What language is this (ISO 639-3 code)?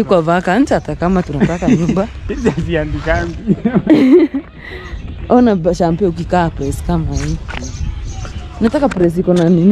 swa